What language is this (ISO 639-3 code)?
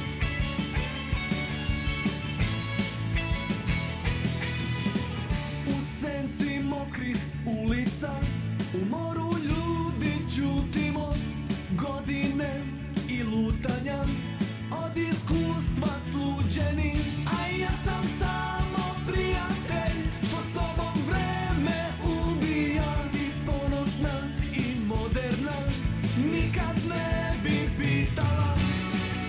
srp